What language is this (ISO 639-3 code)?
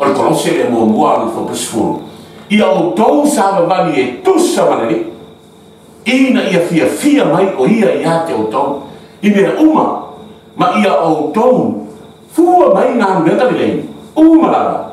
smo